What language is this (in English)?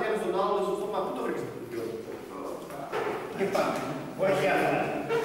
Greek